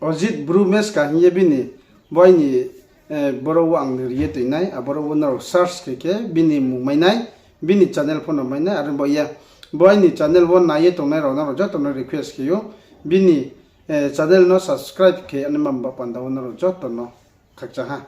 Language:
Riang (India)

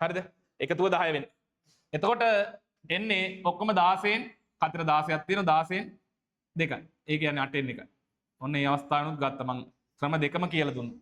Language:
Sinhala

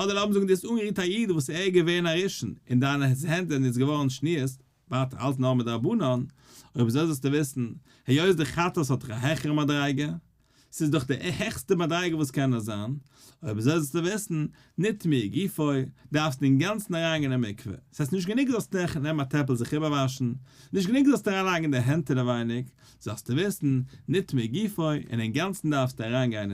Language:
Yiddish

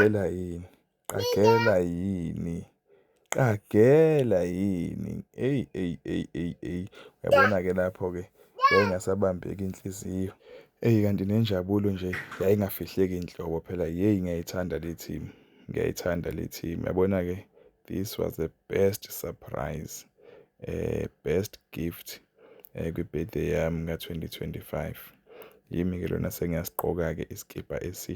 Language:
Zulu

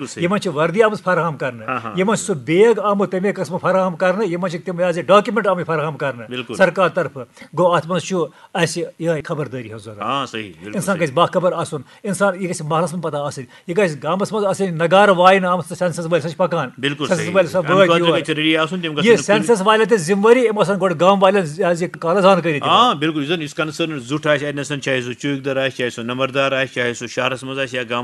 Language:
Kashmiri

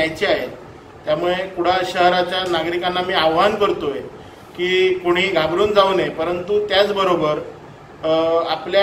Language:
Marathi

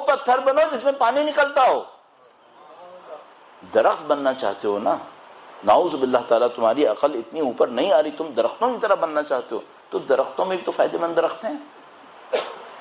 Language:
Urdu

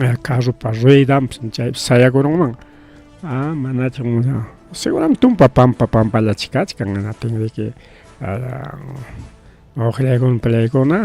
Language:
Ayacucho Quechua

